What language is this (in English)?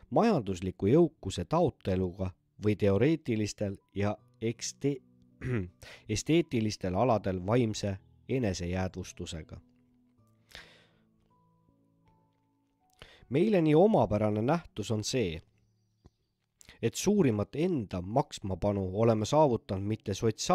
Estonian